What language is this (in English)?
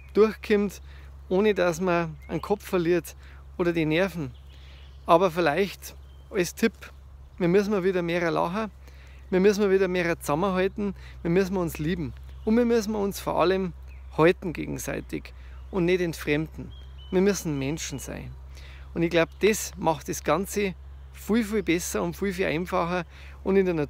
Bavarian